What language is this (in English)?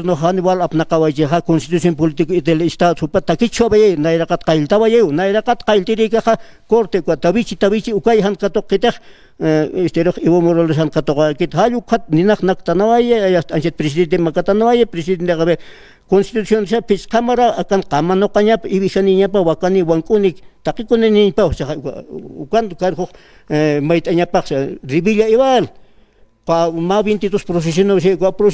Aymara